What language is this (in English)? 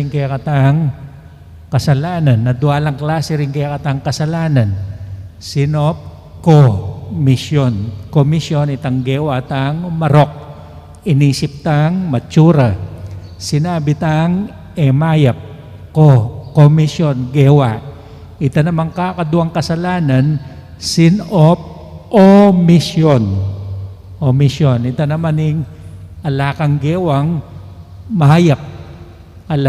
Pampanga